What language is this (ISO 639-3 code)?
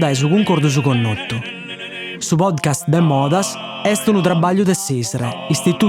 srd